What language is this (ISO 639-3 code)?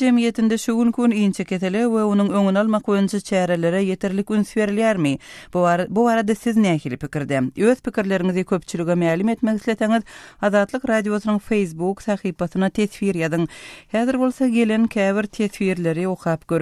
tuk